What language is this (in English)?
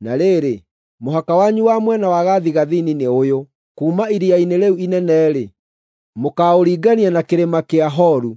Kikuyu